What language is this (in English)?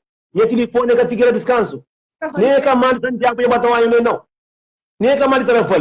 Kabuverdianu